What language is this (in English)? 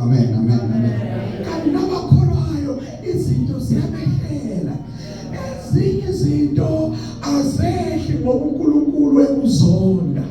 Zulu